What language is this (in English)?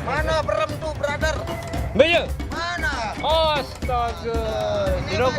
Sasak